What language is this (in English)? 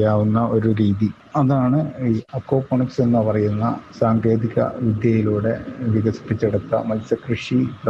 Malayalam